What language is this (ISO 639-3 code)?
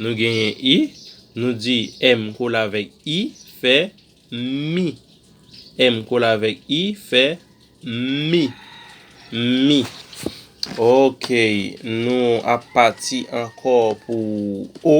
hat